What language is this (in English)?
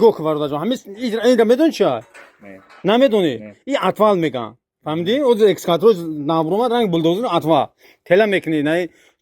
Tajik